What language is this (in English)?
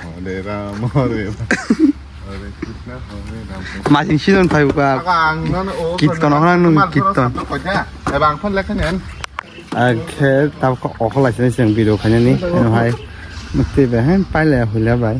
Kok Borok